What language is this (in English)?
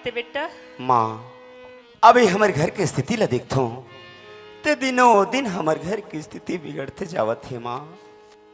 Chhattisgarhi